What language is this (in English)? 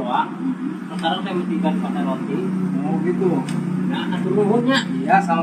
Betawi